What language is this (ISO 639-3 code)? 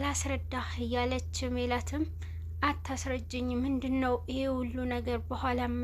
amh